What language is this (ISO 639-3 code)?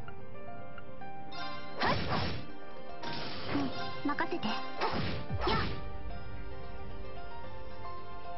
jpn